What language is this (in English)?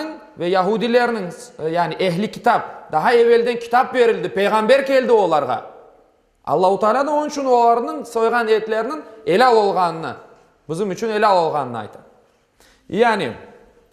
Crimean Tatar